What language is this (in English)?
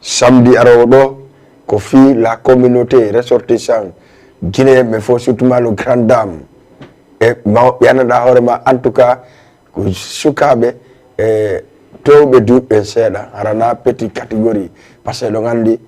Fula